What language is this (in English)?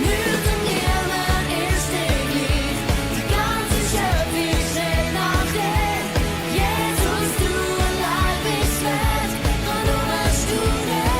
Swiss German